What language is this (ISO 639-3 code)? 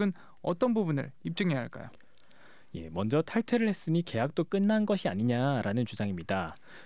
kor